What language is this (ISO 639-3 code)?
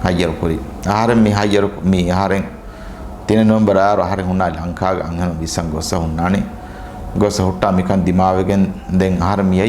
div